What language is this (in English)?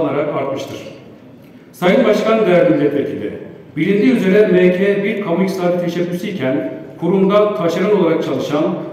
Turkish